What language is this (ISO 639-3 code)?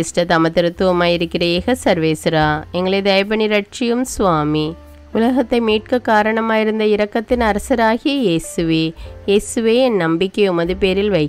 tam